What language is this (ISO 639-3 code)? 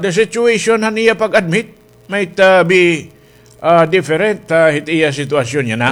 war